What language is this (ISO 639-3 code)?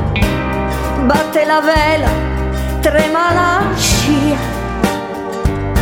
ita